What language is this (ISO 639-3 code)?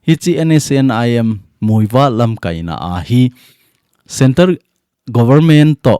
tcz